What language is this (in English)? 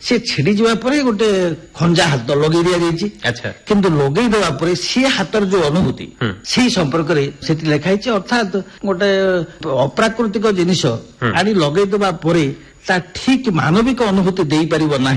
Odia